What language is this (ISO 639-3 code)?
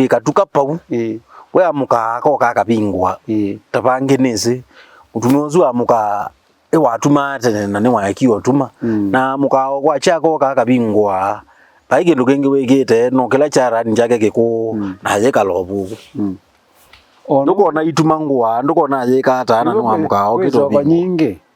kam